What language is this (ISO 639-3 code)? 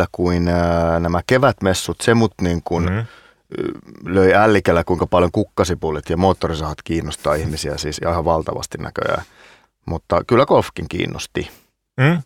fin